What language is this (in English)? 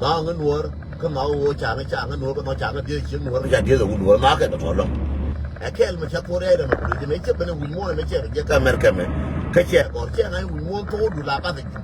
Nuer